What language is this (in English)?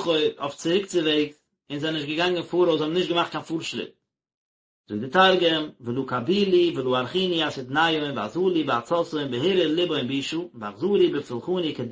Yiddish